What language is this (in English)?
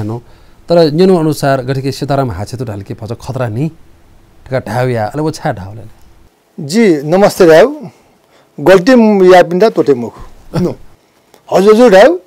Newari